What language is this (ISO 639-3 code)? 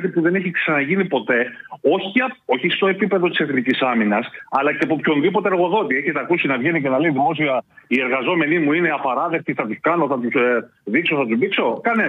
ell